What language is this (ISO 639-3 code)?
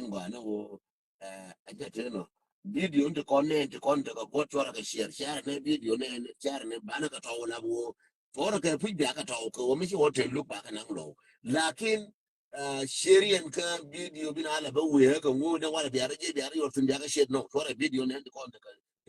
nus